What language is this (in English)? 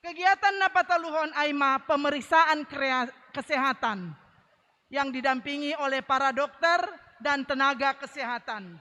Batak Simalungun